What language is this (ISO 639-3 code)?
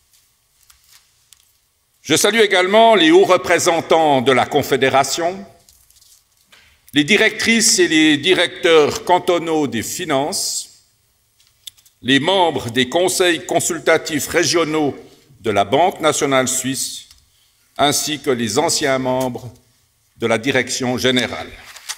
fra